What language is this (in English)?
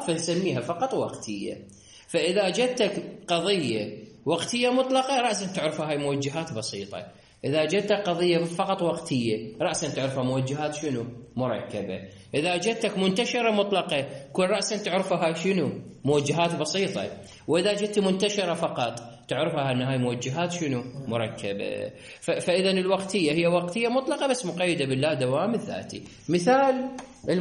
Mesopotamian Arabic